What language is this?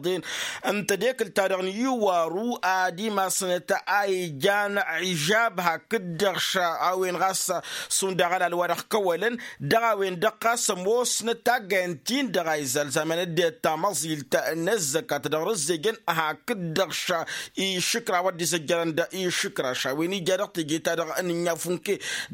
Tamasheq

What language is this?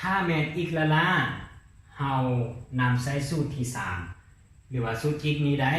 Lao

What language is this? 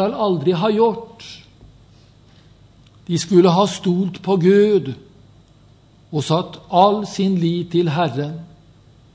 Norwegian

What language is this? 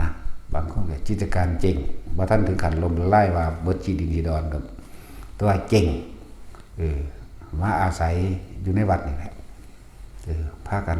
Northeastern Thai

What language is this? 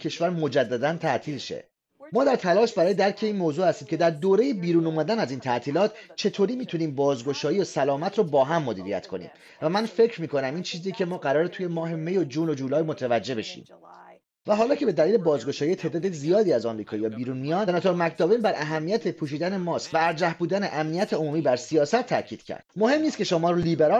Persian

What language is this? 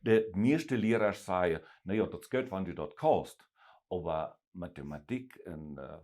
Plautdietsch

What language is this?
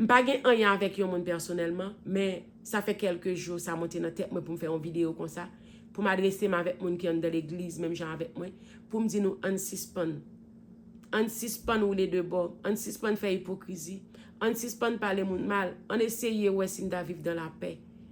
Haitian Creole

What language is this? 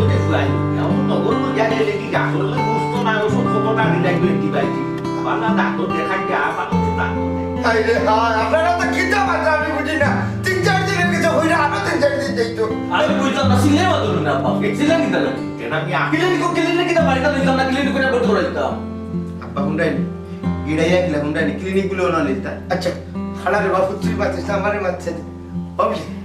Sylheti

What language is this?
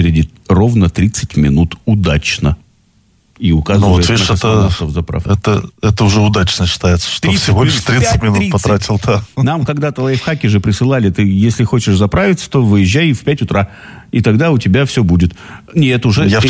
Russian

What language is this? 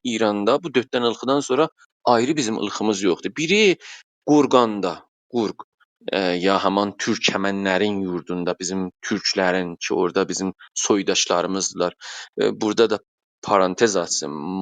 South Azerbaijani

